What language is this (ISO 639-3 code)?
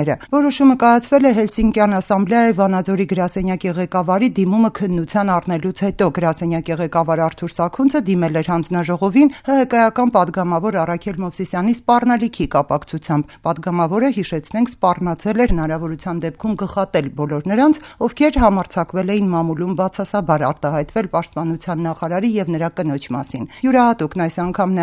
hye